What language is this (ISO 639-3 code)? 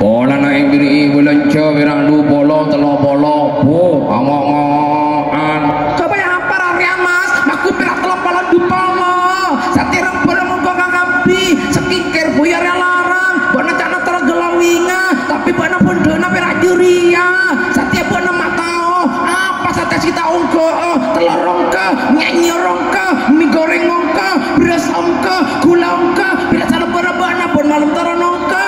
mad